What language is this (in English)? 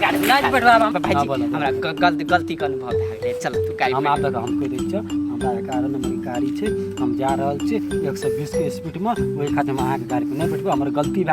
Maithili